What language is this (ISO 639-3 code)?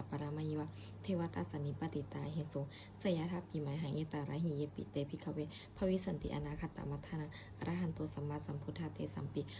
pli